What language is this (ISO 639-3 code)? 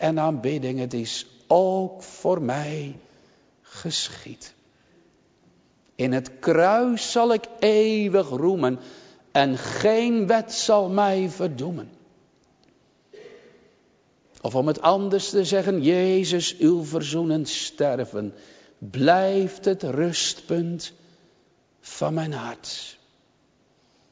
nld